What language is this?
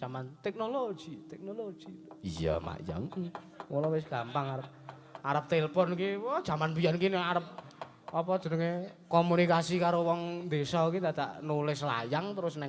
Javanese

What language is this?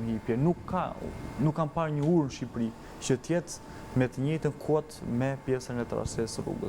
Albanian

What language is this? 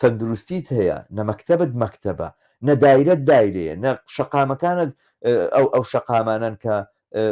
Central Kurdish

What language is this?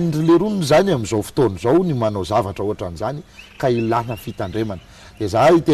Malagasy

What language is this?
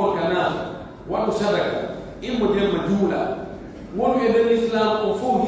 Pular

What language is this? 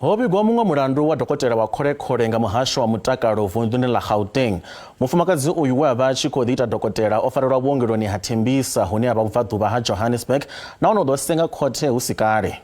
Venda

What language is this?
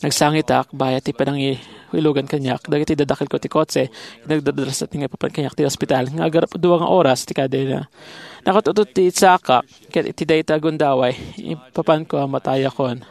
Iloko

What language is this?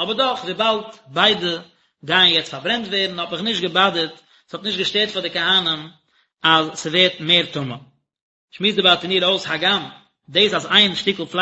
Yiddish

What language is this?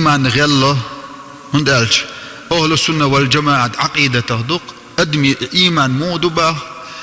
Chechen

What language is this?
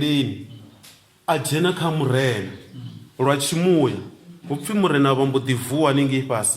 Venda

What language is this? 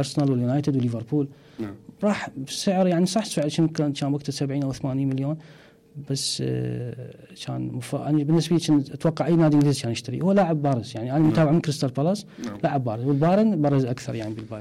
Mesopotamian Arabic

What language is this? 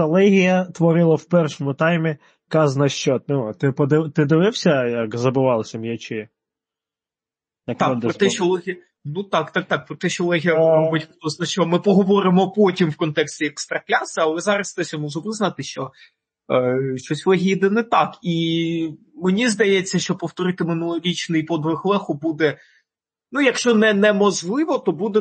Ukrainian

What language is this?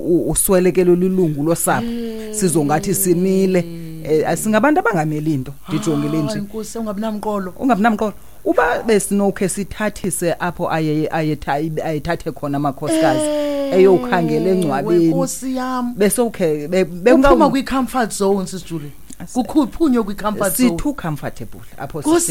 Xhosa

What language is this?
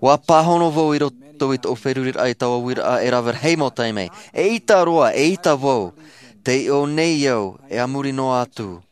Tahitian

